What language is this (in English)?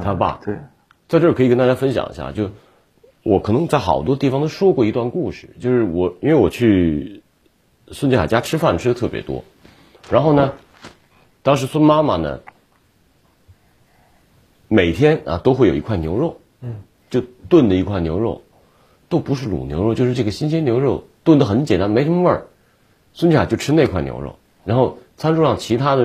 Chinese